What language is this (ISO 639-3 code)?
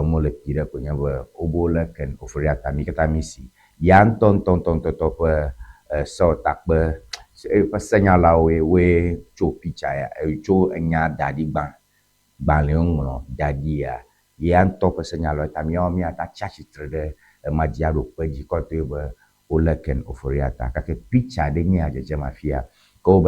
ewe